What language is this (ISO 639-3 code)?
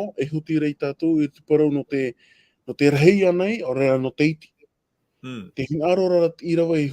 tah